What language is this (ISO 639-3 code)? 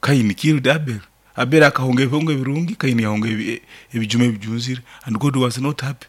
nyn